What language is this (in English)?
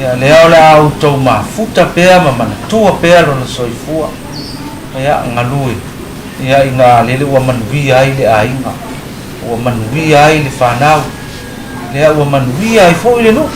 Samoan